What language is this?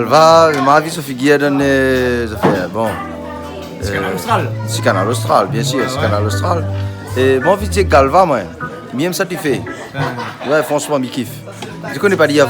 Réunion Creole French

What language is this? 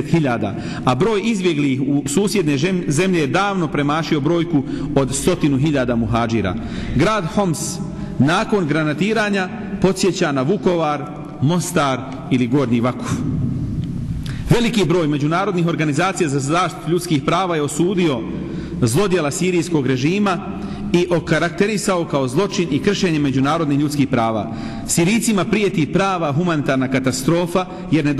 Bosnian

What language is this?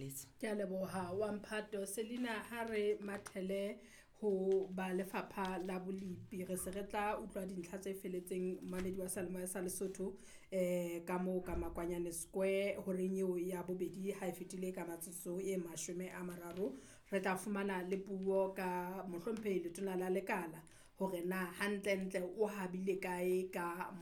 Southern Sotho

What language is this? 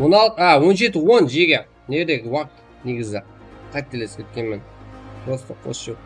Kara-Kalpak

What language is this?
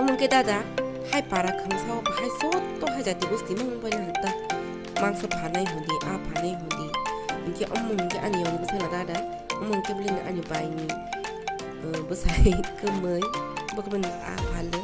Kok Borok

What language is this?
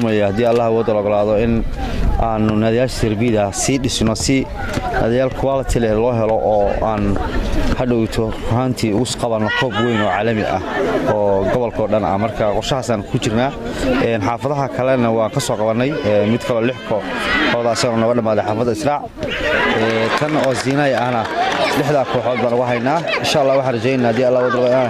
Somali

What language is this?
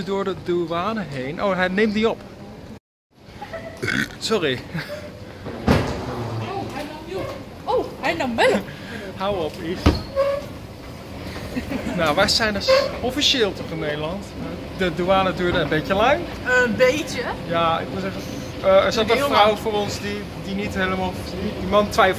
Dutch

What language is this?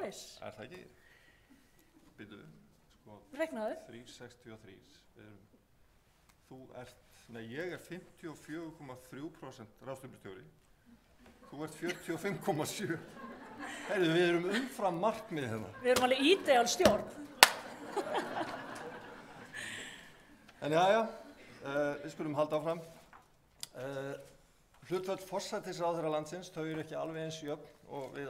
Icelandic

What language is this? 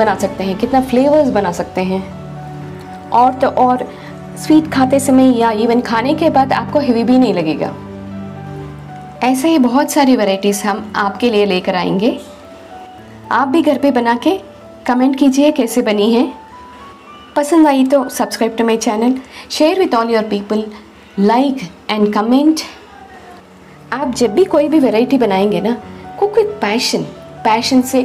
Hindi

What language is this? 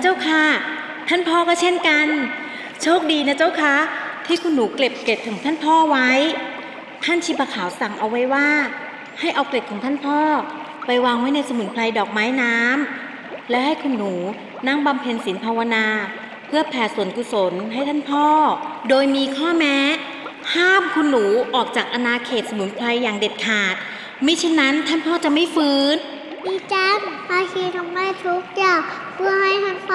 Thai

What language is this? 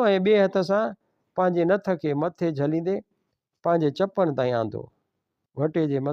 Sindhi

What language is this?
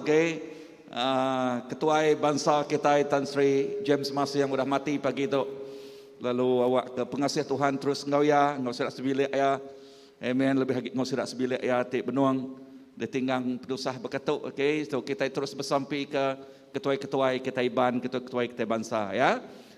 Iban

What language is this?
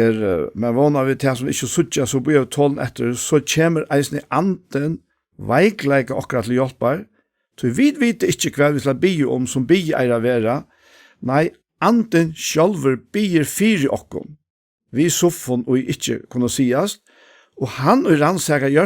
Faroese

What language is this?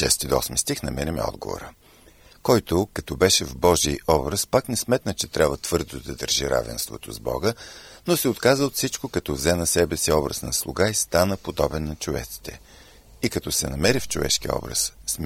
Bulgarian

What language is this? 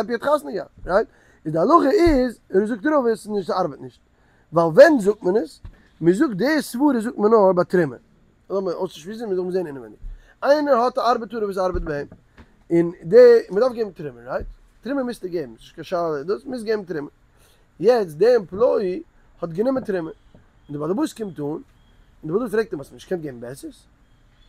Yiddish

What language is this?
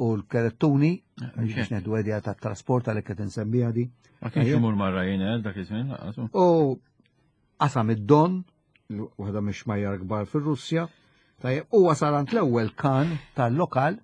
Maltese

